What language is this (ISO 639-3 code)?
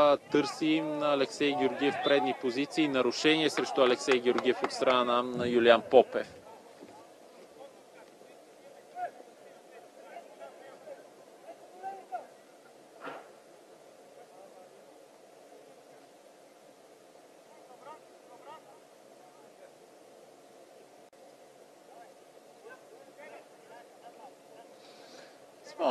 bul